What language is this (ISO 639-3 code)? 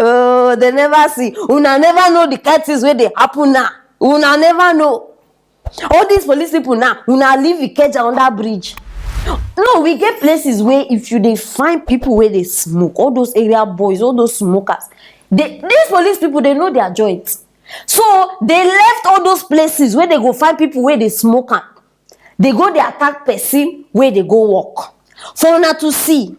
pcm